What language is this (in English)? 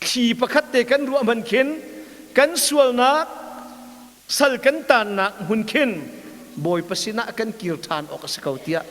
Hakha Chin